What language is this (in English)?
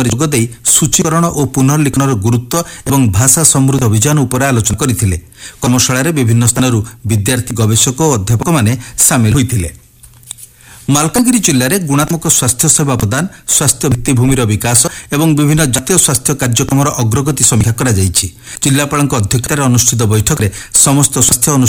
Odia